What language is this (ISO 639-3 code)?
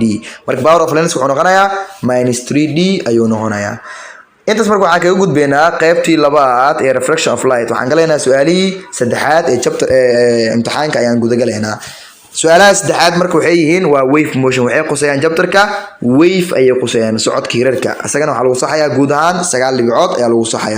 som